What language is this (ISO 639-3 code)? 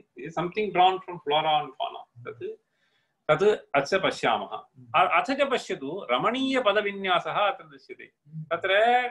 san